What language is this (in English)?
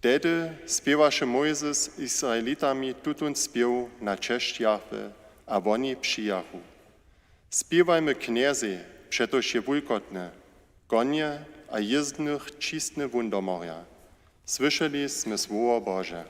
Upper Sorbian